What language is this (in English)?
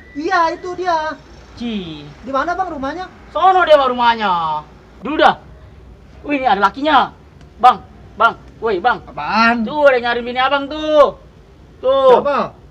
Betawi